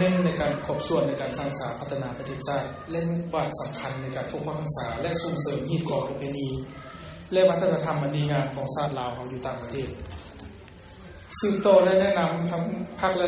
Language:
Thai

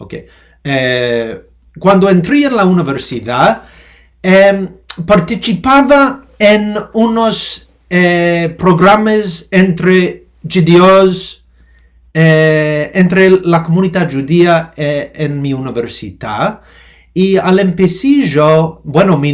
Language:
Ladino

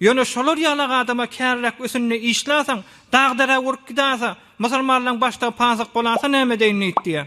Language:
Turkmen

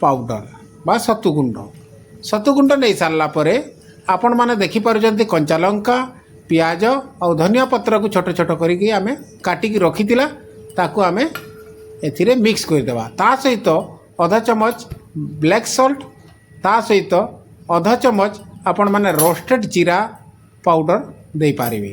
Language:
Odia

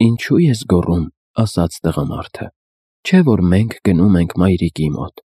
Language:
Armenian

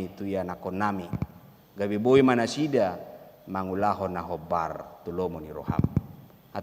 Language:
Batak Toba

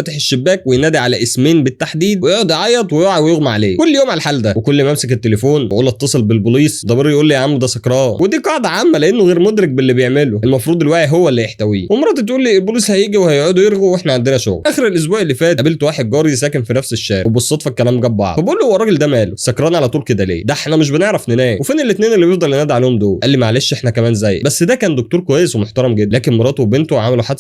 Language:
Egyptian Arabic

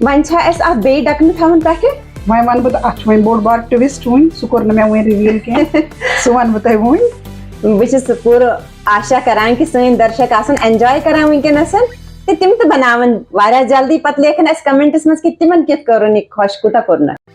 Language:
Kashmiri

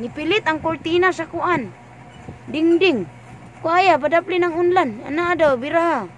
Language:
Cebuano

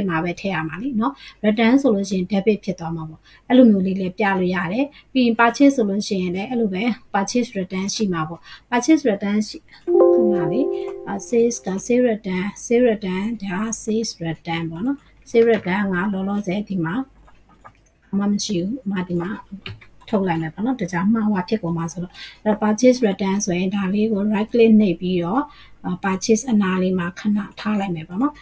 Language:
Burmese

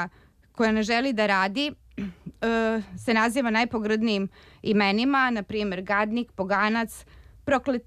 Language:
Serbian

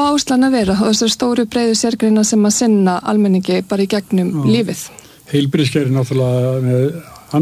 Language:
Icelandic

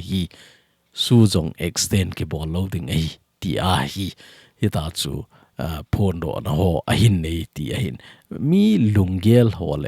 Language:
Thado Chin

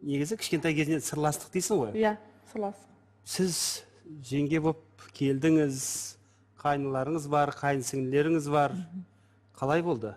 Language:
Kazakh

